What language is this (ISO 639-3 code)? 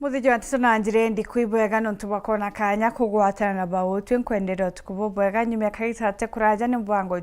mer